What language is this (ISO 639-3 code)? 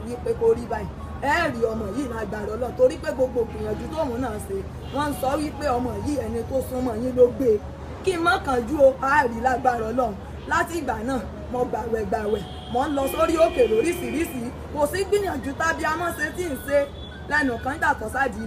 yor